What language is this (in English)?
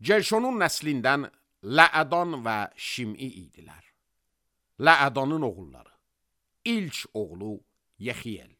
Azerbaijani